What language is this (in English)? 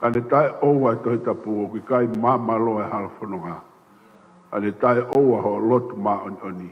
Tongan